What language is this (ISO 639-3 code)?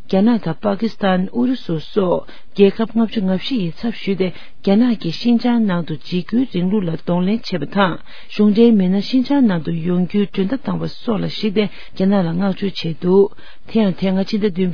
bod